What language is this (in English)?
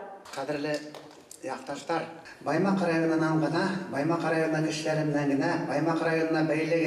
Bashkir